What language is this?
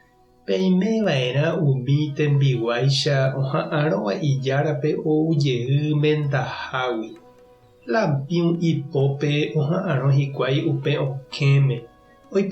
Guarani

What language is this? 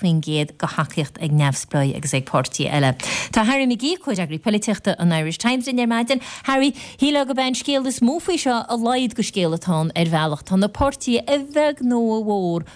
Irish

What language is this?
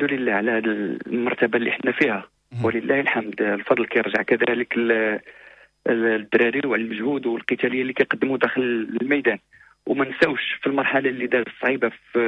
Moroccan Arabic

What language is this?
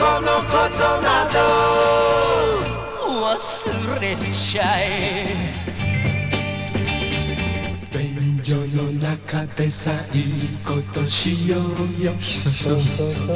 Japanese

